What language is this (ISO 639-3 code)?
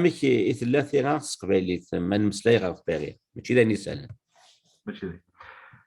kab